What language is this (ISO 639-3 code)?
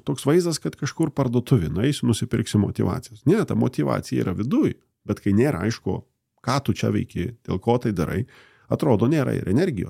lit